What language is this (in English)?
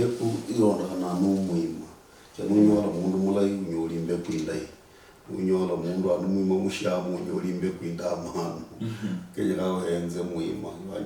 Luyia